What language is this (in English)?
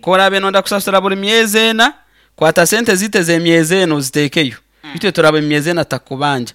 Nyankole